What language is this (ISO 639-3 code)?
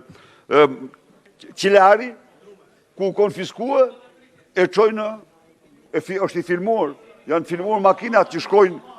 sqi